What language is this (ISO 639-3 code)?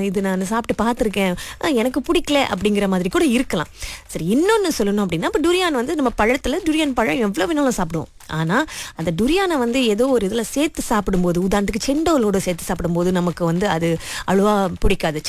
tam